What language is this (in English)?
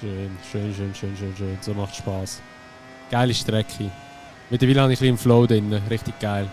Swiss German